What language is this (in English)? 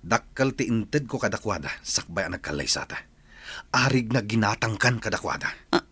Iloko